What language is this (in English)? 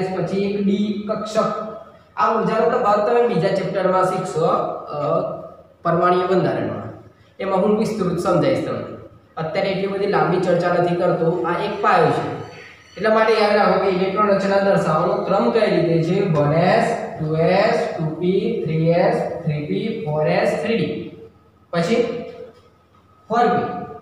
Gujarati